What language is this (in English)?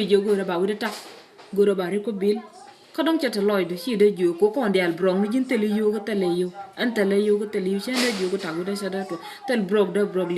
Nuer